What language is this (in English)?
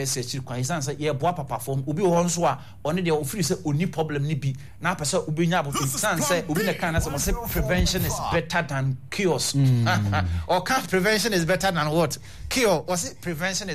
Akan